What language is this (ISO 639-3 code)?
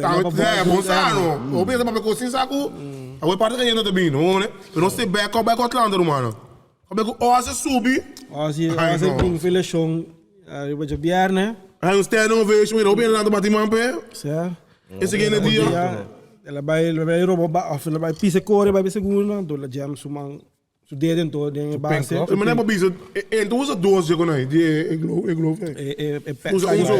pap